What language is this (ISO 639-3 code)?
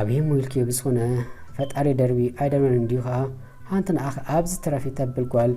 tir